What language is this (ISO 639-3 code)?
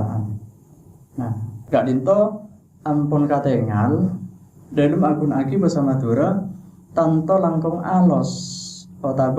mad